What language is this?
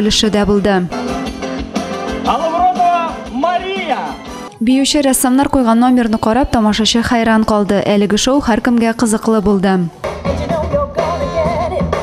Tatar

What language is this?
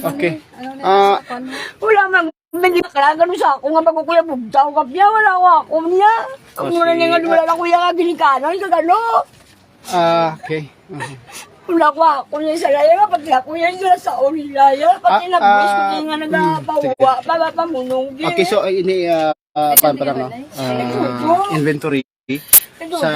Hiligaynon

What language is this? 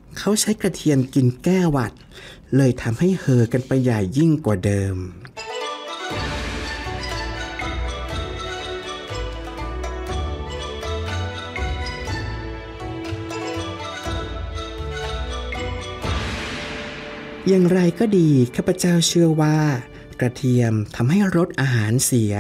Thai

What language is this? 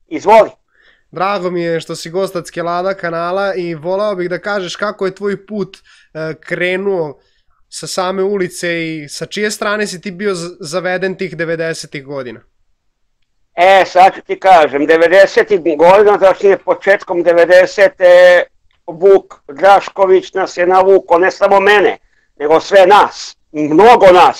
Serbian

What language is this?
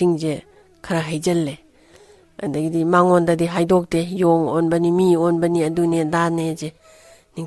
Manipuri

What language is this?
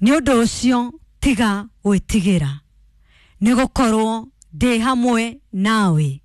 Kikuyu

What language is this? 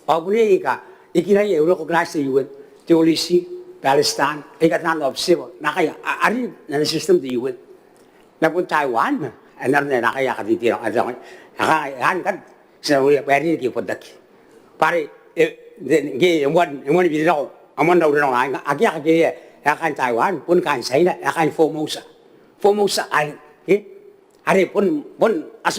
Gilbertese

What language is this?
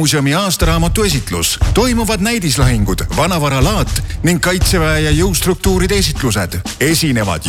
Estonian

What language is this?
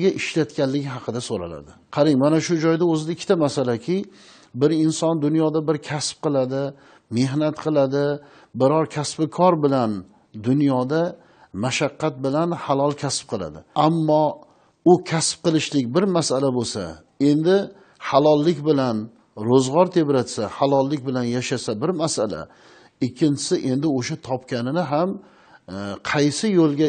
Uzbek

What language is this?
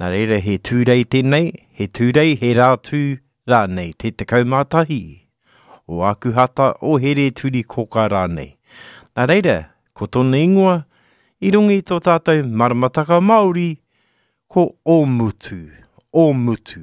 Māori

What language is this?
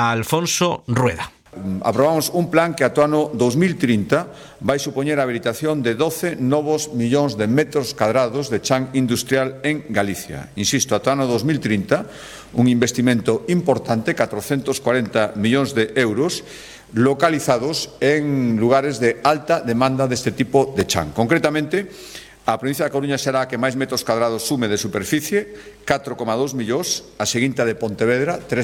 Galician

